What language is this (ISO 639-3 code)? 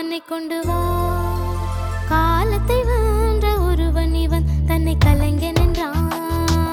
tam